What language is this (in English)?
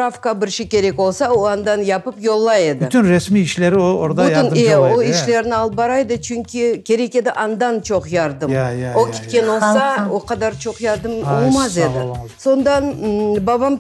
Crimean Tatar